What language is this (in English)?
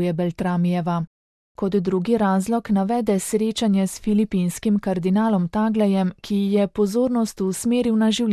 Slovenian